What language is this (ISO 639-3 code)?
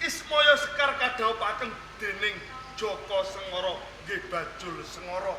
jav